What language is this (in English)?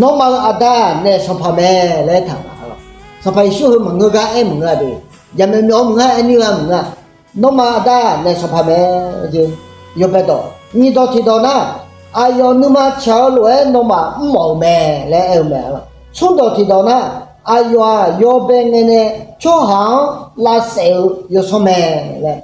Akha